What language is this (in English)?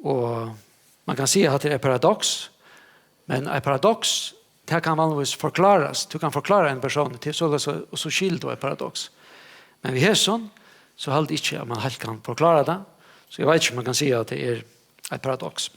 Faroese